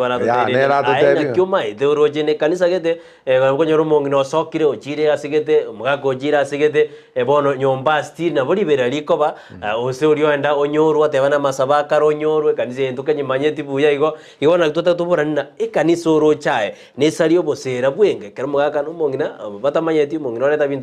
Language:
Gusii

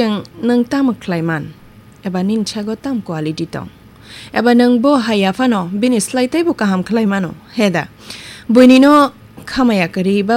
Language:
Kok Borok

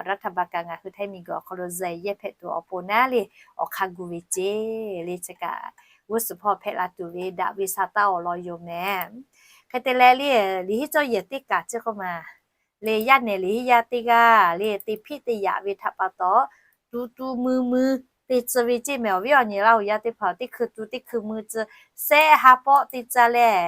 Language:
Lahu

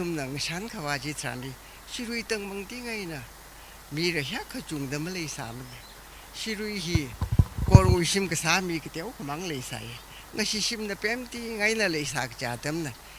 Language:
Tangkhul Naga (India)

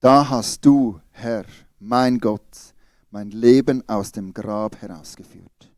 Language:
Swiss German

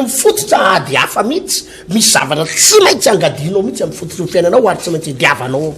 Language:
Malagasy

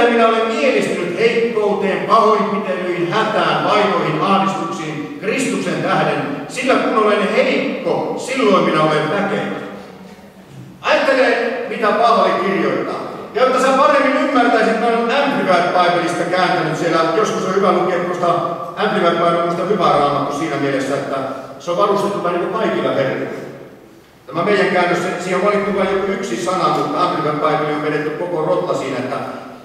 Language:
Finnish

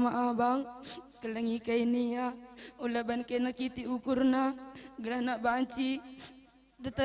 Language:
Batak Karo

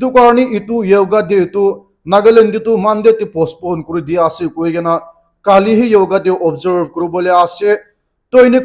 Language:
Naga Pidgin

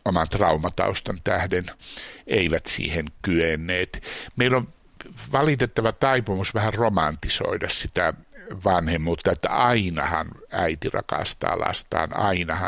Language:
Finnish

